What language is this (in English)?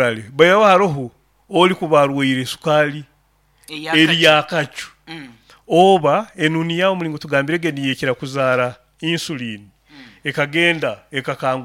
Nyoro